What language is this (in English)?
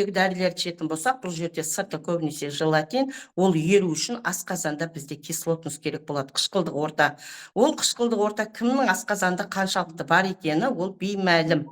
Kazakh